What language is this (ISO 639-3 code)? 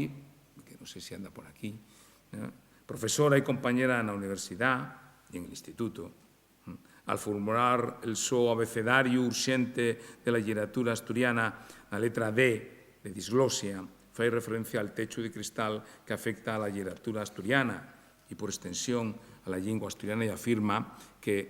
ast